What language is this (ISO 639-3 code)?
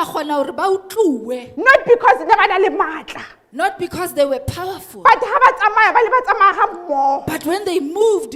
sot